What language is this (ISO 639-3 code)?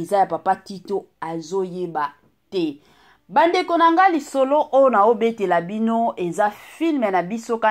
lin